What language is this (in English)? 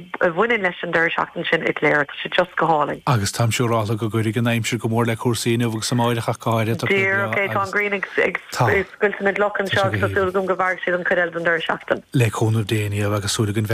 Irish